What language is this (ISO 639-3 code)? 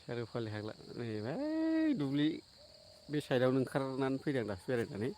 brx